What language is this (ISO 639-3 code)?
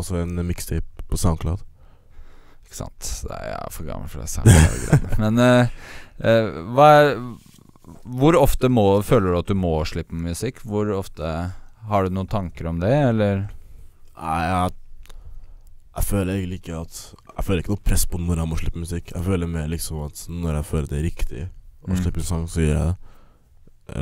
nor